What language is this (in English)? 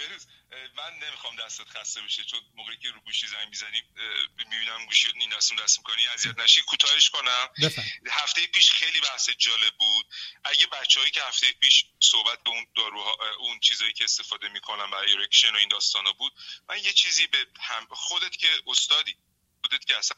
Persian